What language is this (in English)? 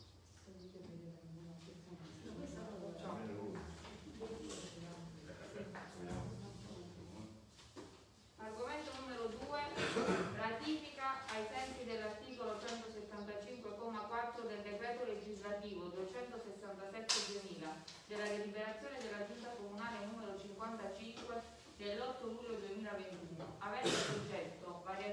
Italian